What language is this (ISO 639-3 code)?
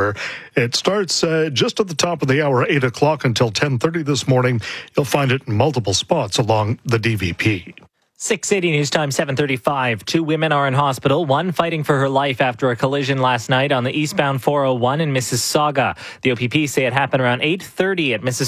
eng